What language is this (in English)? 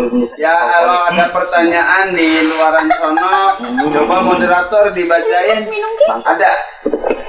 Betawi